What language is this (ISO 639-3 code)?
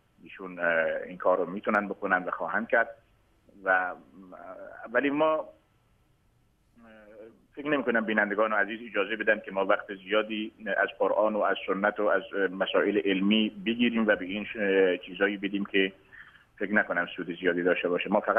fas